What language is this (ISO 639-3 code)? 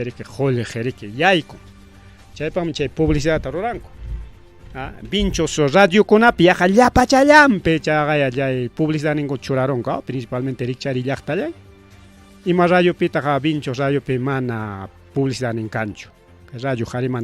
quy